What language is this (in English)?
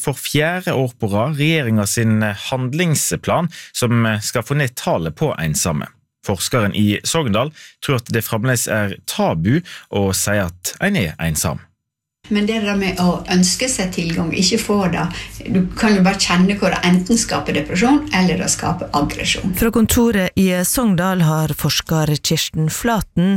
Norwegian